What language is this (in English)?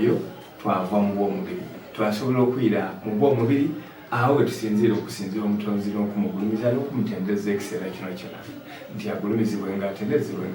Soga